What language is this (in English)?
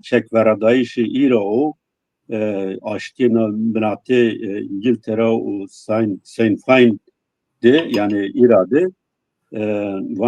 Zaza